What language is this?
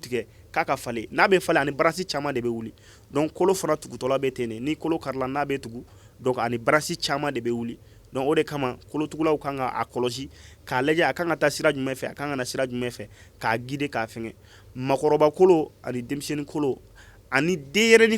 Bambara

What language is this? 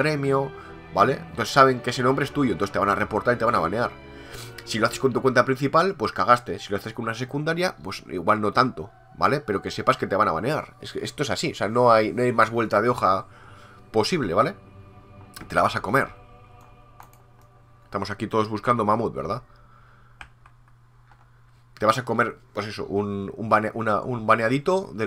Spanish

